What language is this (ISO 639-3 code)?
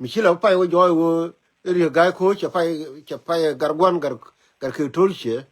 nus